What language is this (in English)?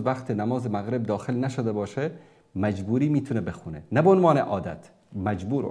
Persian